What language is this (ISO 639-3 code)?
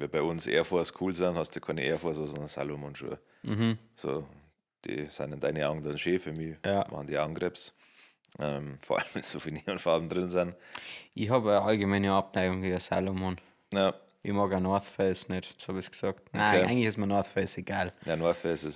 bar